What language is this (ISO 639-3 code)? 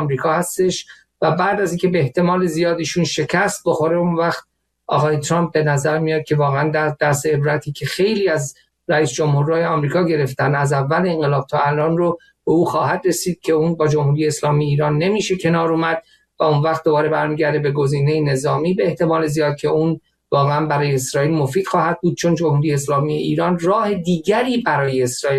fas